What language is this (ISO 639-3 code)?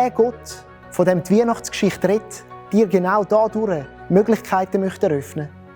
gsw